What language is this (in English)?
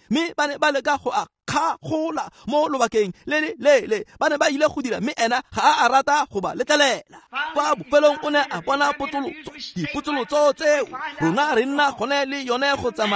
Tswana